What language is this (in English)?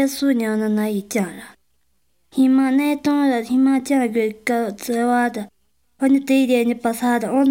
Chinese